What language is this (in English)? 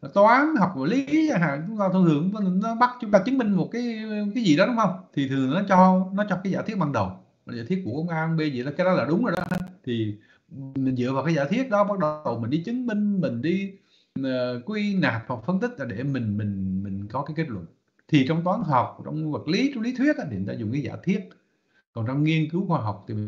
Vietnamese